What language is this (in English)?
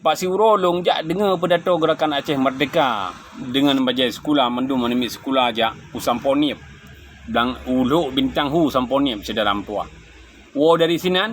Achinese